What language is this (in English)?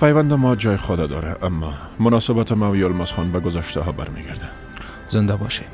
Persian